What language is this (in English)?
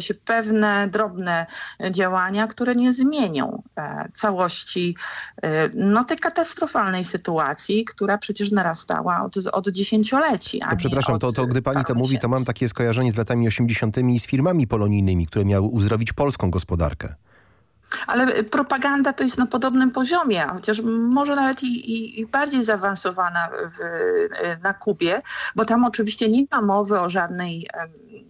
Polish